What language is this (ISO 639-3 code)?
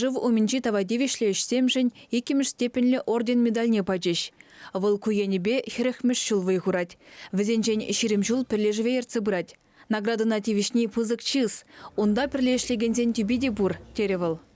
chv